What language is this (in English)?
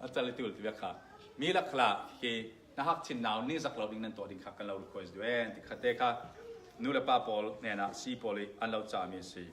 Falam Chin